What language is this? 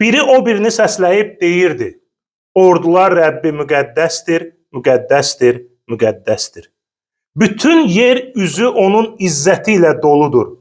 Azerbaijani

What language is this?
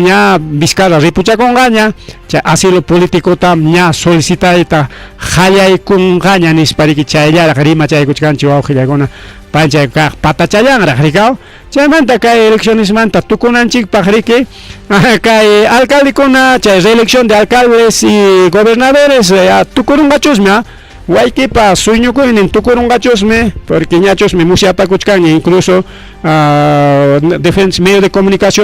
Ayacucho Quechua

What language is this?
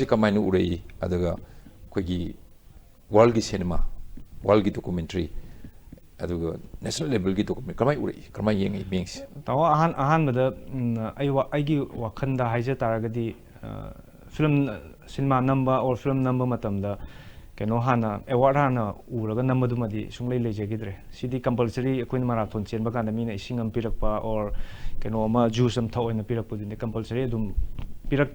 Manipuri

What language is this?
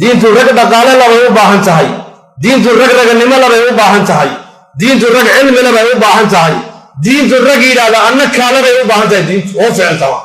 Somali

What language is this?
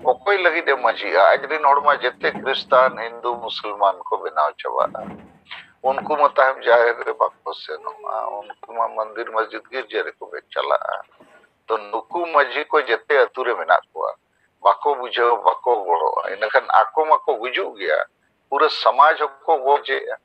Santali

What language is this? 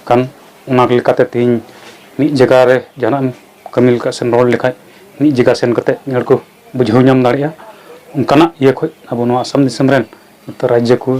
Santali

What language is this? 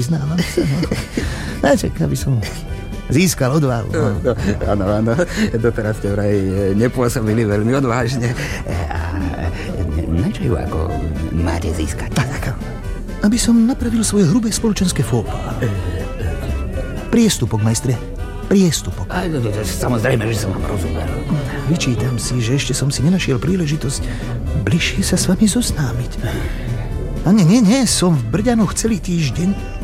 Slovak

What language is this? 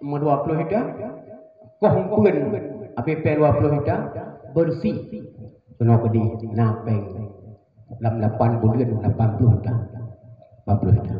Achinese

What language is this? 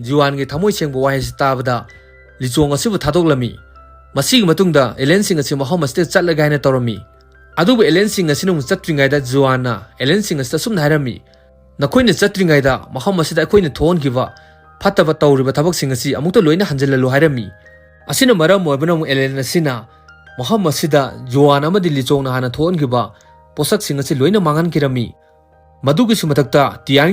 Manipuri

